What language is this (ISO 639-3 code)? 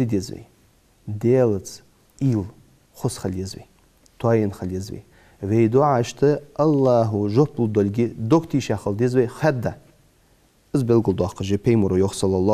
inh